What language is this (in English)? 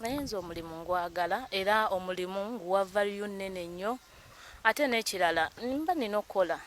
Ganda